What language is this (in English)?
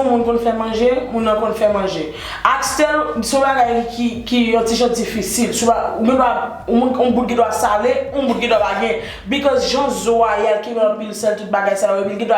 Haitian Creole